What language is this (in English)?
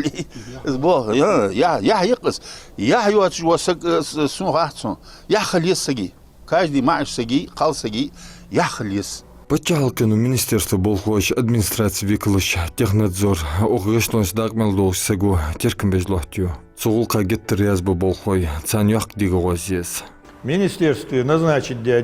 Ingush